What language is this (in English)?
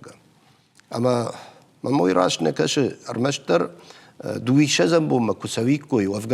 Ossetic